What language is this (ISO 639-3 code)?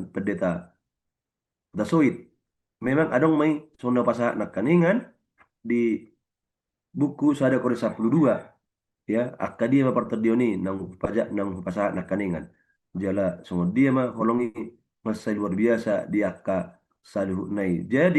bbc